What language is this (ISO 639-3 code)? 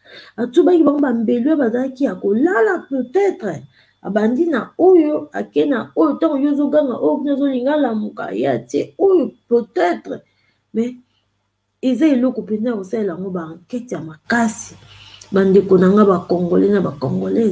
lin